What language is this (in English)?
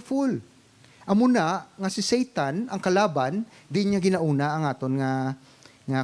Hiligaynon